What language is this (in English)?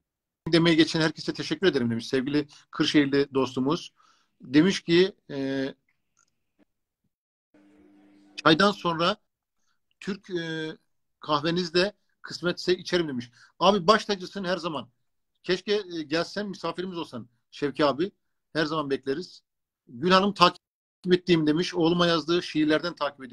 Turkish